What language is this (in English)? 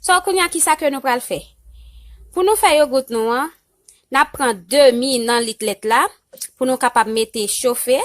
Haitian Creole